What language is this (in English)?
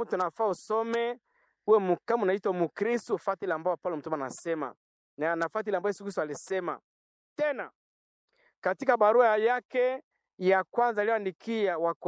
Swahili